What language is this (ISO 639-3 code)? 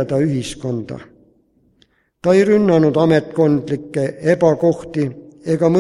est